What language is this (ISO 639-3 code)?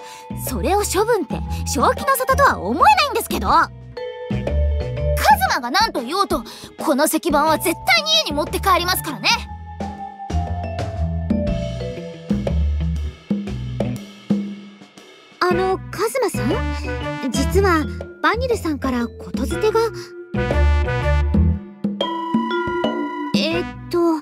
jpn